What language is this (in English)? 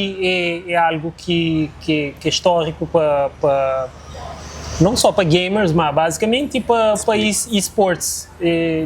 Kabuverdianu